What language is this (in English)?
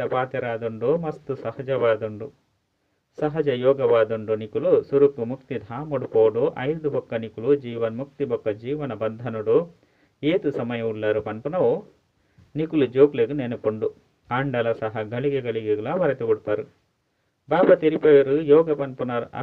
Tulu